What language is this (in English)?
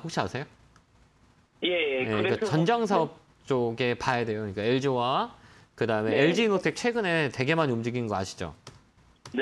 Korean